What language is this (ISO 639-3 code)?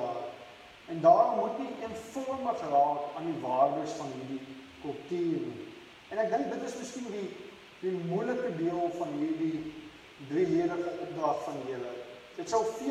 afr